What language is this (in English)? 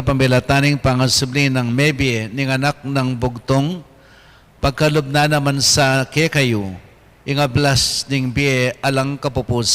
Pampanga